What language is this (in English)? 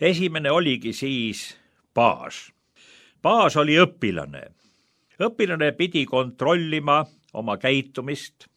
Estonian